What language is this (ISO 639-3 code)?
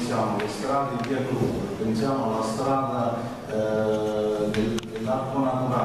ita